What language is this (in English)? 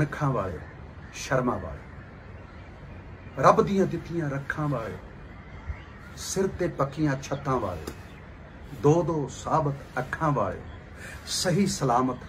Punjabi